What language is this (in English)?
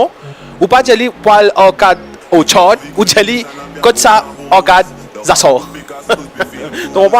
Morisyen